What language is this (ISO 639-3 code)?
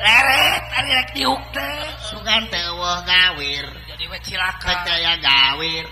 sun